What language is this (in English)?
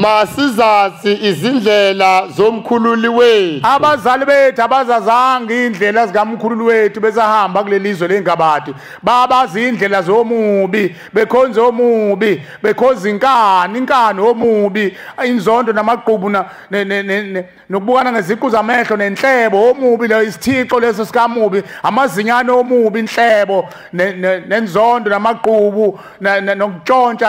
Zulu